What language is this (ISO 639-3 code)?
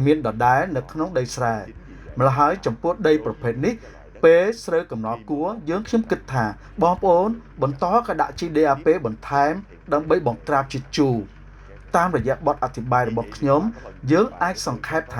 khm